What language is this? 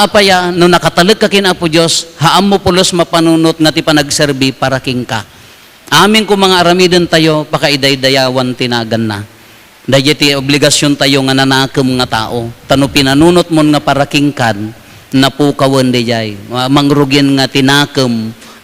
Iloko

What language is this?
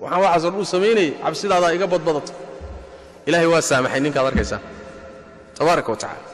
Somali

